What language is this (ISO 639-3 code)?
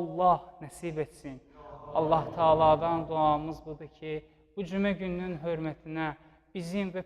aze